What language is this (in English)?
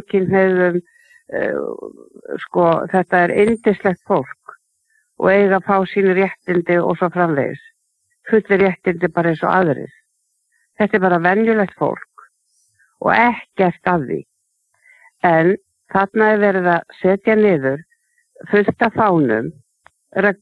Icelandic